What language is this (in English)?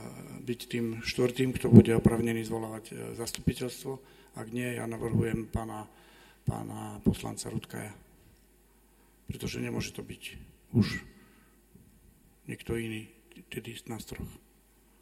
Slovak